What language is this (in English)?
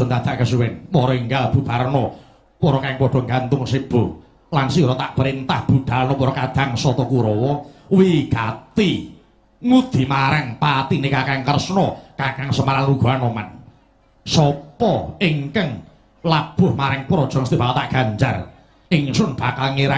Javanese